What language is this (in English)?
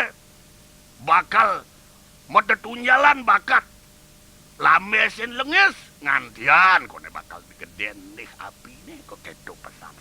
Balinese